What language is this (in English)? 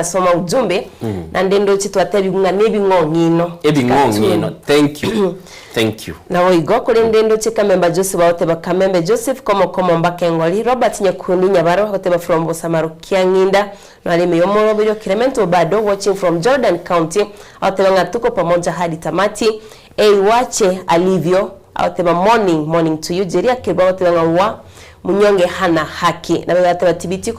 Gusii